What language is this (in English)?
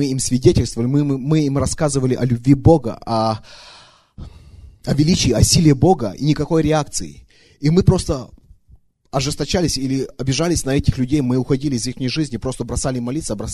Russian